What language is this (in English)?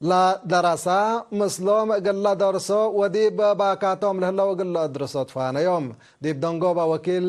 Tigre